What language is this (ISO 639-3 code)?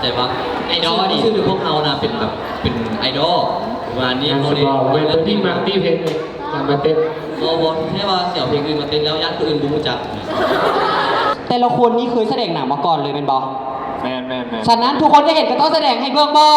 lao